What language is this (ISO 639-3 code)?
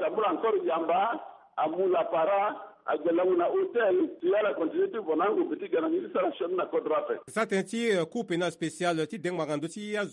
sag